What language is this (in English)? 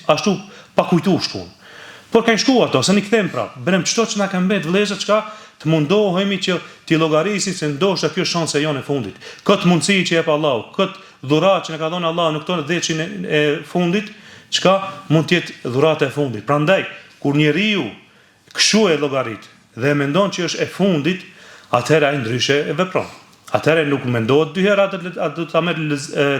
Albanian